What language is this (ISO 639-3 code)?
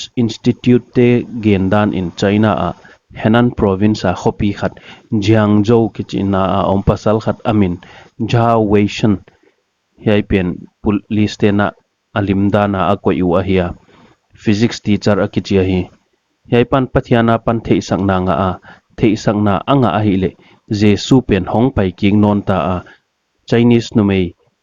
pck